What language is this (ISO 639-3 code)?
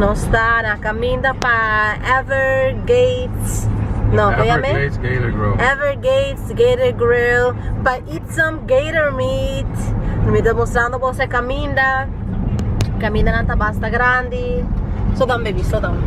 pap